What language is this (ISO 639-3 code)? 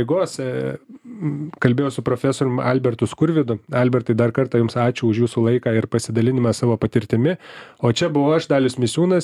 lit